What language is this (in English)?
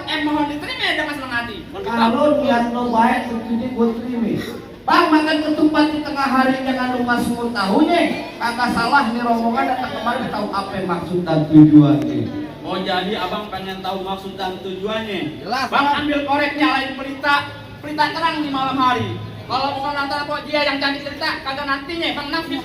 Betawi